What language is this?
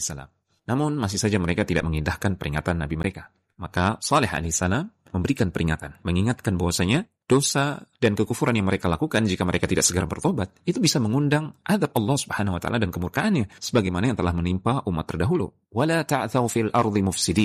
Indonesian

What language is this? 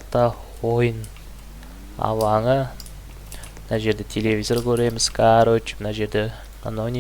Kazakh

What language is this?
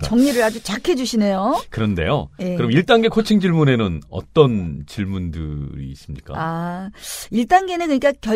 Korean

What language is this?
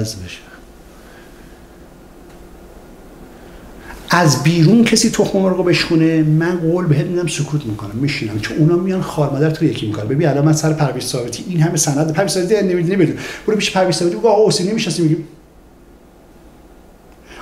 Persian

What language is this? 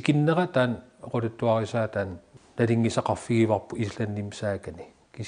Kalaallisut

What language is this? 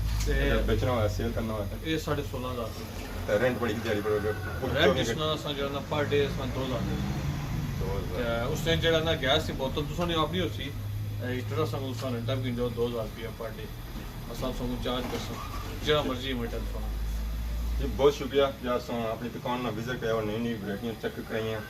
Pahari-Potwari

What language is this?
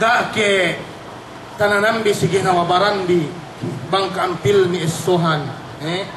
Yakan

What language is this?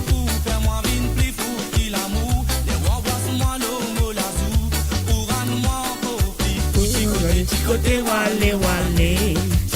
Morisyen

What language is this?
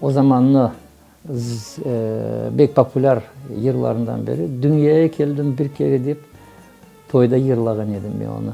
Crimean Tatar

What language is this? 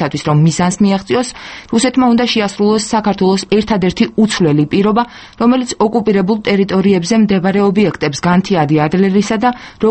Georgian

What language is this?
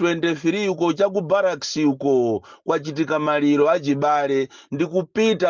Nyanja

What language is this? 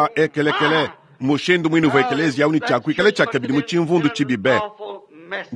Luba-Lulua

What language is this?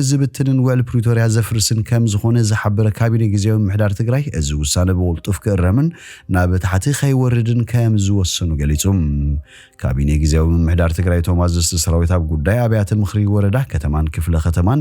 Tigrinya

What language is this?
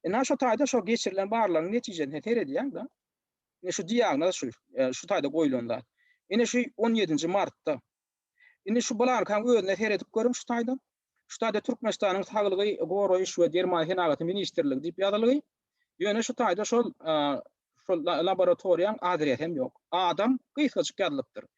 Turkmen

